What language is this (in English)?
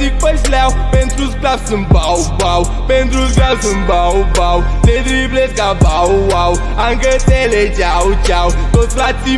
Romanian